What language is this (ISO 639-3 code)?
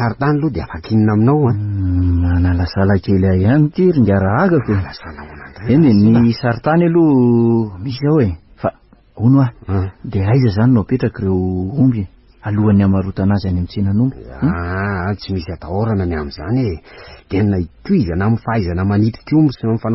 mlg